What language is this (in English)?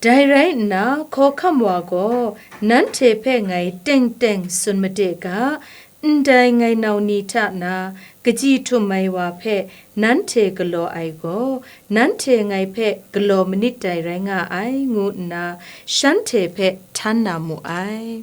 Kachin